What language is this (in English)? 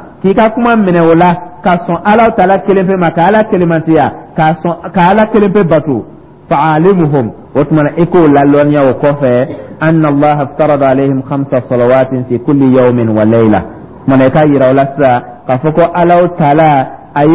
Dyula